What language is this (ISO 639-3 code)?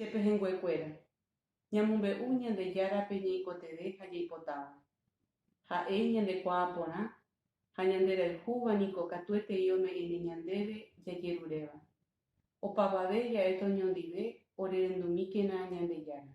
grn